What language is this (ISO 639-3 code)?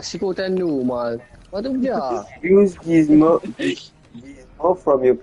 mfe